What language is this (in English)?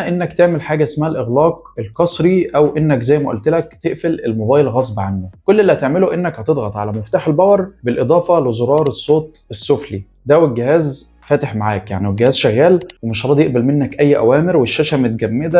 Egyptian Arabic